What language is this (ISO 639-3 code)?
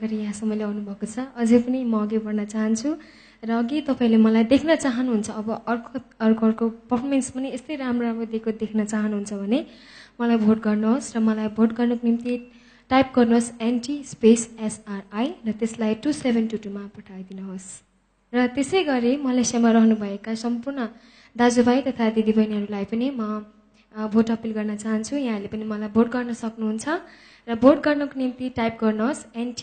nep